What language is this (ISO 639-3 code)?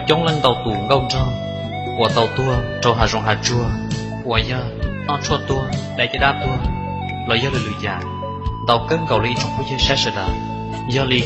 hmn